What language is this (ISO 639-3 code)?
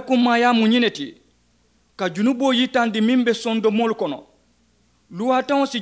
man